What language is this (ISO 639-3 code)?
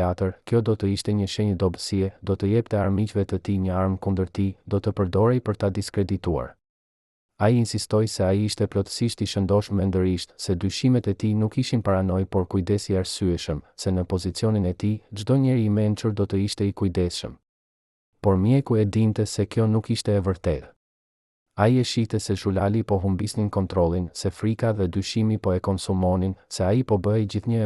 sqi